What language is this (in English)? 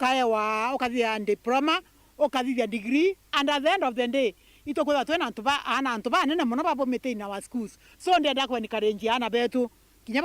Meru